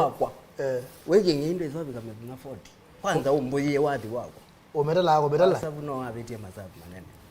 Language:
Kamba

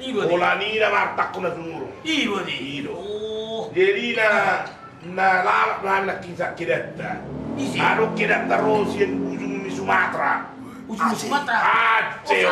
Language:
Batak Toba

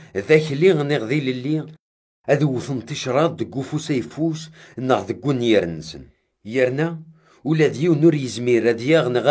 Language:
Kabyle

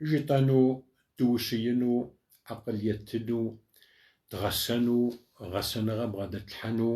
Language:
Kabardian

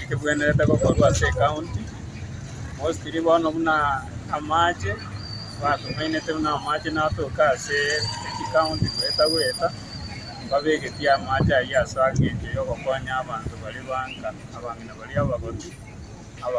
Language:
Gusii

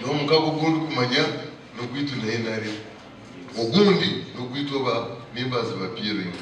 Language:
Nyankole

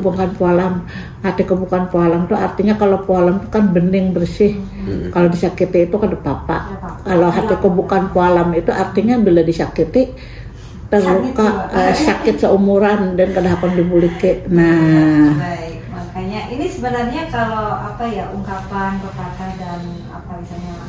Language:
Banjar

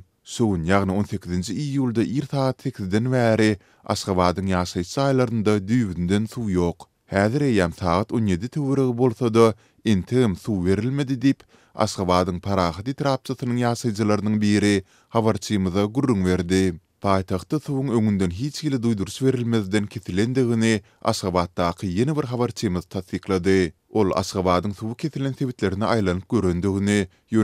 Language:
Turkmen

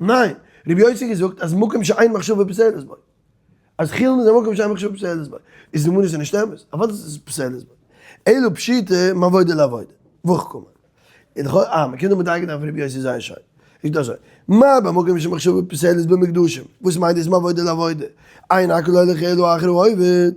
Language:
Yiddish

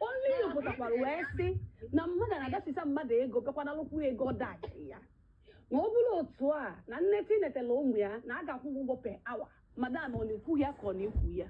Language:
Igbo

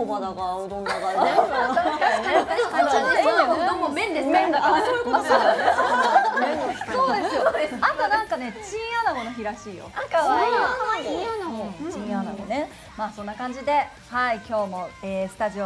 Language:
Japanese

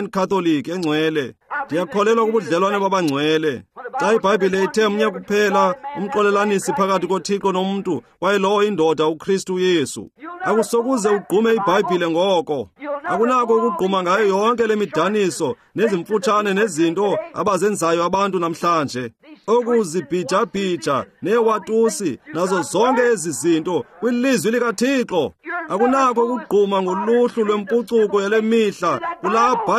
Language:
Xhosa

